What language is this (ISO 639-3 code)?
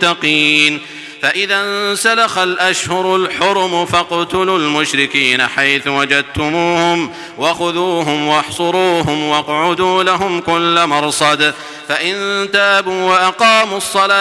ara